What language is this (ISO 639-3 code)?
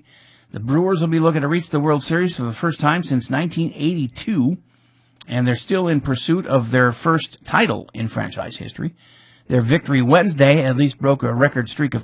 eng